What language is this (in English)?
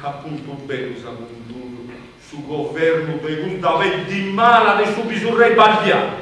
Sardinian